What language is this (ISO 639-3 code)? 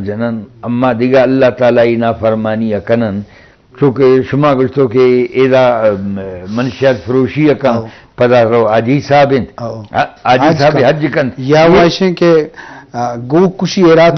bgp